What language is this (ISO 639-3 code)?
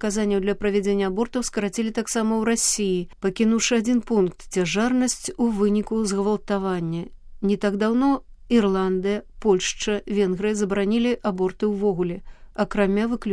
bel